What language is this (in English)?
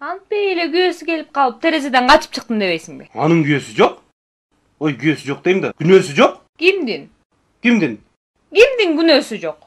Kyrgyz